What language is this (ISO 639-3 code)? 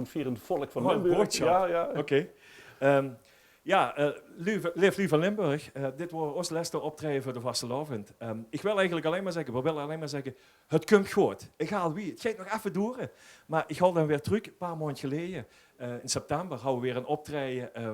lim